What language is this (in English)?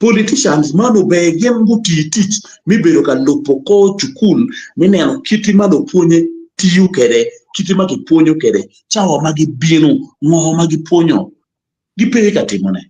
Acoli